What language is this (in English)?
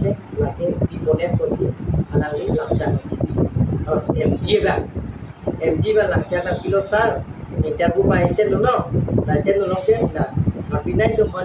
Karbi